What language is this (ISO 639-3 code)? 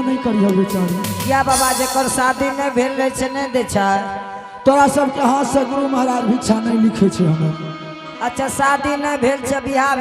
anp